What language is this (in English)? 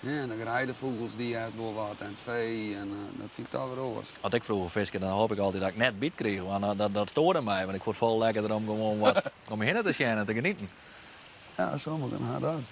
Western Frisian